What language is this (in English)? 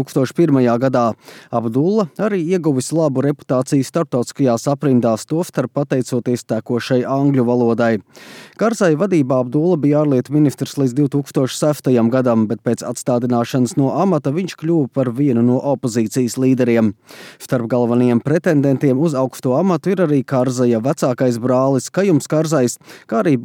Latvian